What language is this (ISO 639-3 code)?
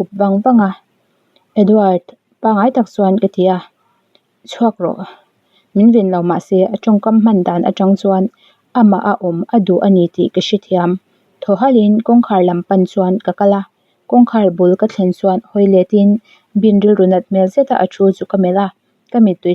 lus